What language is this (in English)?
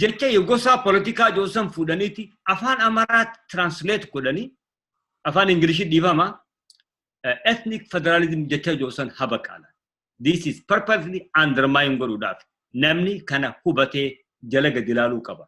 Oromo